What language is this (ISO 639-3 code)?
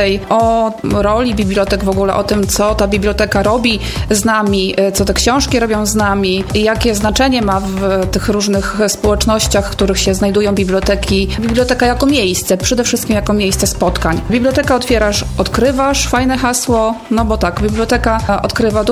pol